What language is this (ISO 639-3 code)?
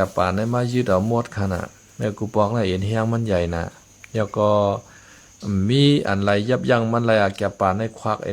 shn